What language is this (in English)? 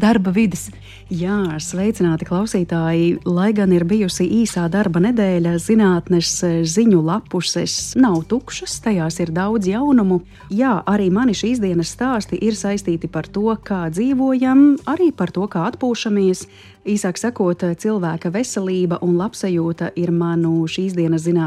Latvian